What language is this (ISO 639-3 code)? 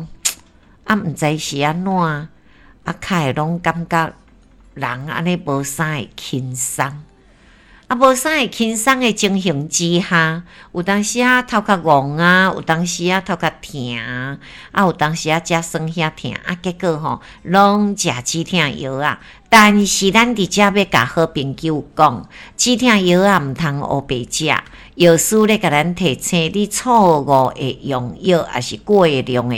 nan